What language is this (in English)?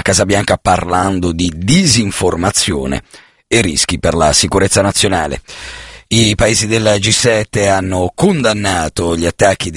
Italian